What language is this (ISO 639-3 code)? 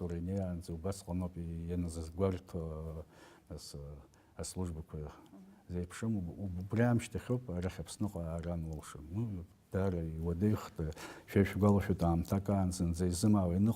abk